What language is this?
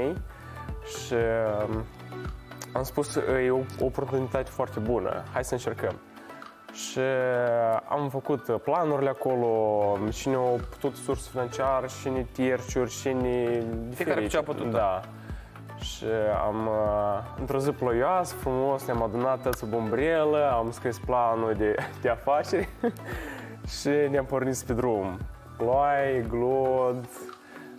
Romanian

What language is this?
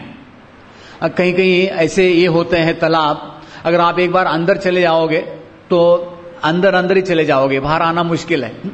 Hindi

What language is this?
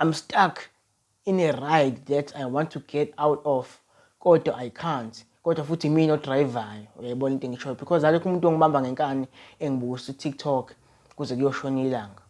Zulu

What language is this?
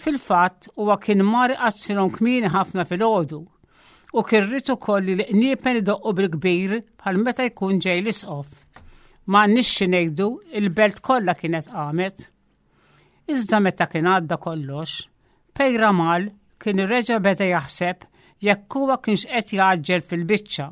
Maltese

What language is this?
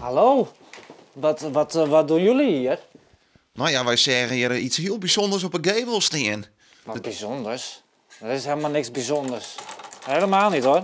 Western Frisian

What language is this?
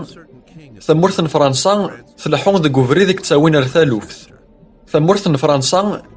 Kabyle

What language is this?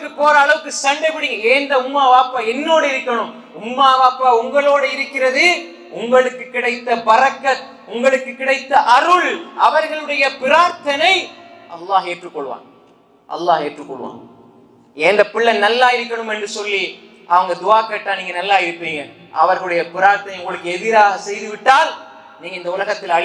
Tamil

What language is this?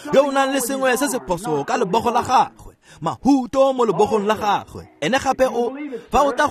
Tswana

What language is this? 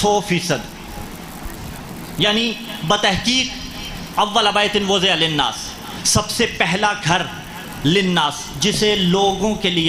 Urdu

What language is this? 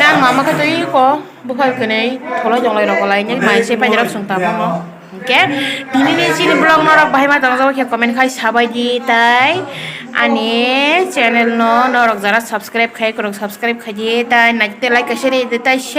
Kok Borok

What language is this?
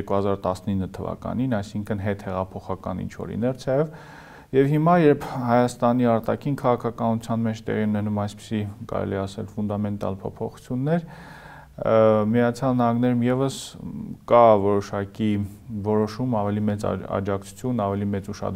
Armenian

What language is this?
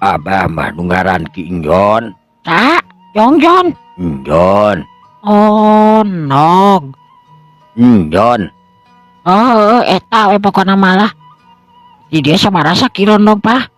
Sundanese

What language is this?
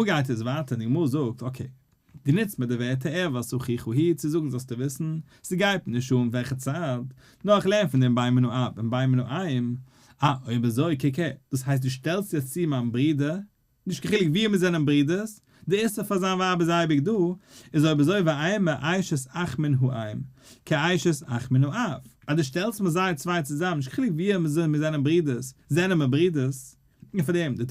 Yiddish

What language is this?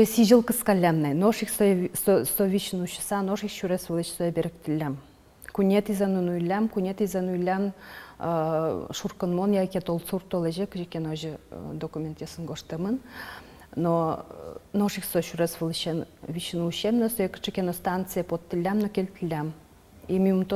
Udmurt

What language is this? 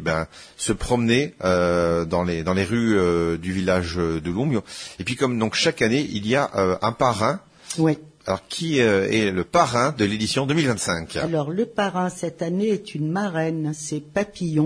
French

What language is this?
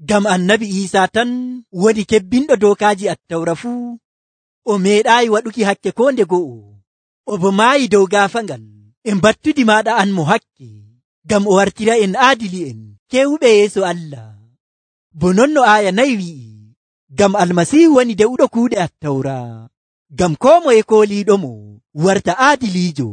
Nigerian Fulfulde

